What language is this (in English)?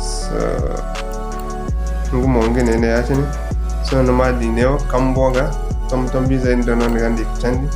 Zarma